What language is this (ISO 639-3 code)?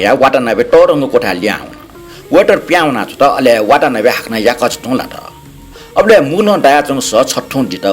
new